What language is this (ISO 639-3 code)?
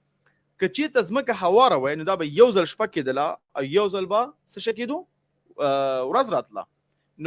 pus